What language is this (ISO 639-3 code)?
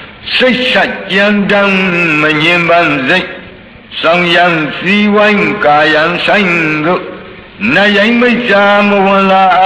mya